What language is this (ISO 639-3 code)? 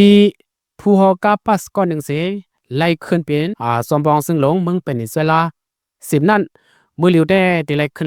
shn